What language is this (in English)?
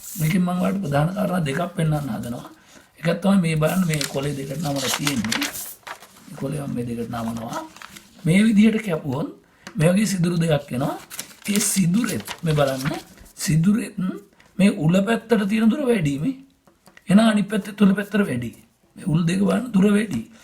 Sinhala